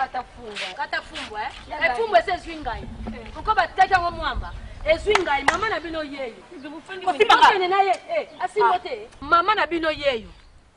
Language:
Lingala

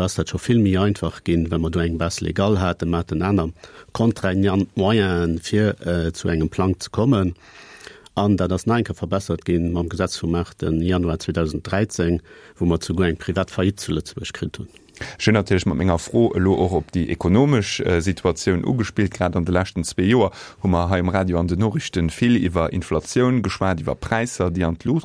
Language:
Luxembourgish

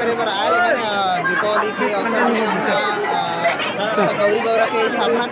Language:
Chhattisgarhi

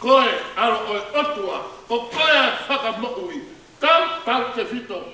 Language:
Tongan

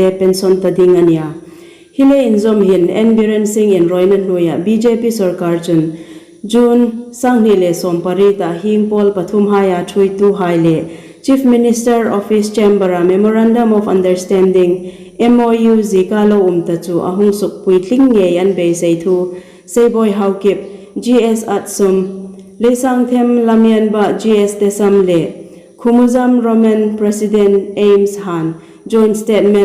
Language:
Hmar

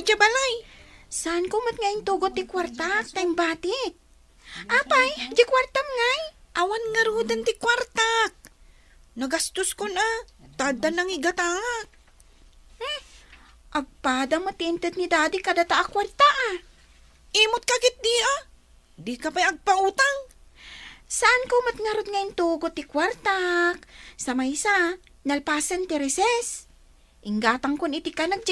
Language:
Iloko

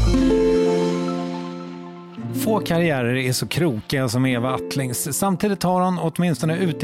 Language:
Swedish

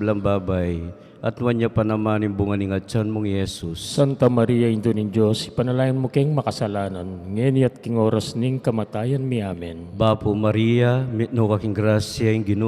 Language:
Pampanga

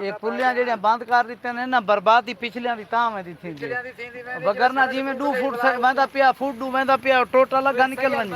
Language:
Saraiki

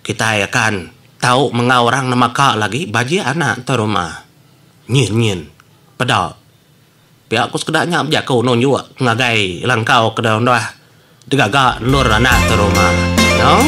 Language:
Iban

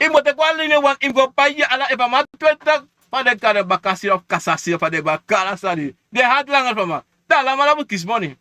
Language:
Sranan Tongo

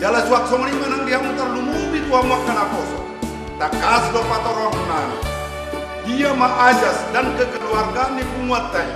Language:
Batak Toba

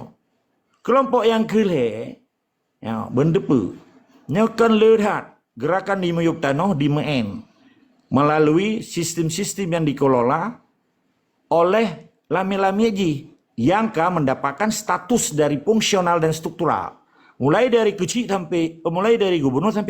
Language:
Achinese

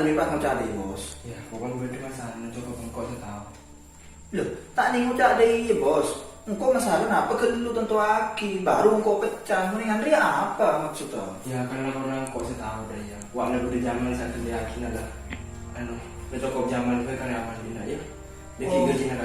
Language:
Madurese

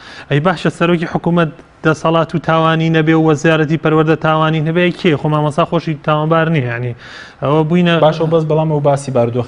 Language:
Central Kurdish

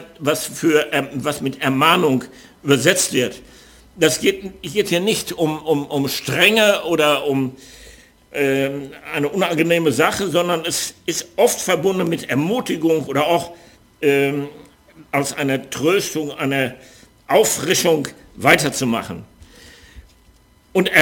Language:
German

